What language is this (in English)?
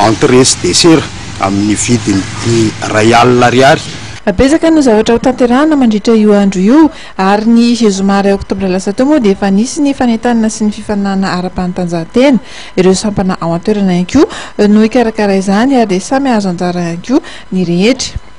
Malagasy